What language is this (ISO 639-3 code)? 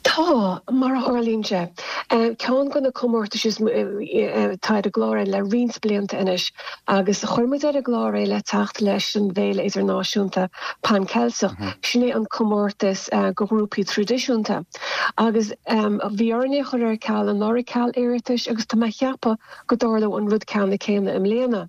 gle